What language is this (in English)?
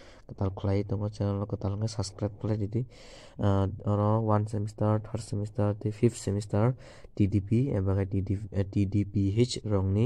Kok Borok